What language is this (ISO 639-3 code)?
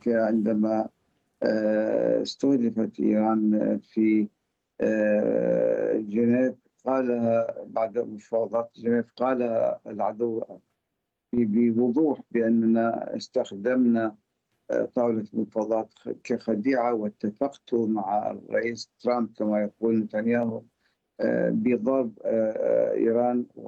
ara